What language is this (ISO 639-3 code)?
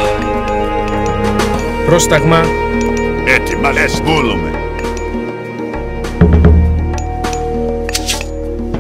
ell